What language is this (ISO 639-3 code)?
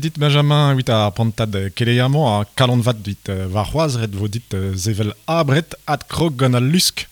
bre